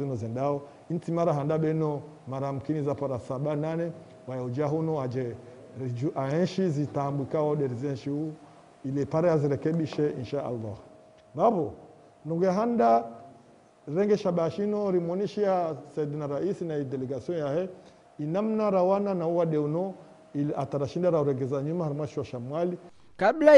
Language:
Ngazidja Comorian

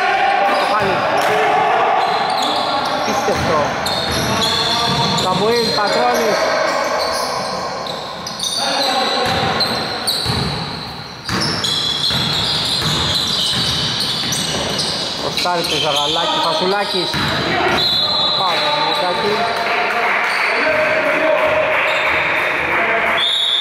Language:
Greek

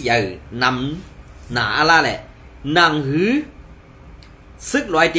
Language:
Shan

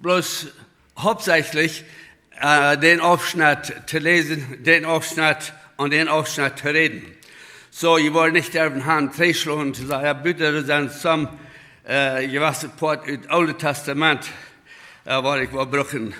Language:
Plautdietsch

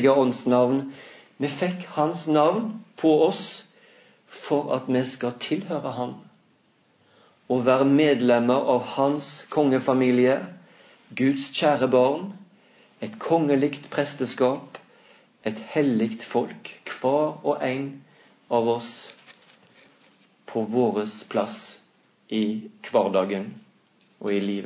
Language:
Norwegian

